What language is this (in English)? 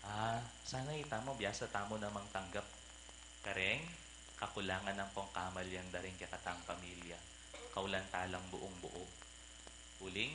Pampanga